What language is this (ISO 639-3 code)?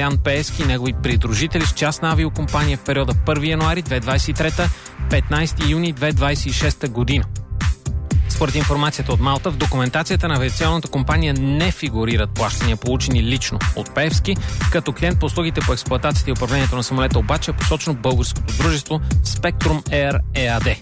bul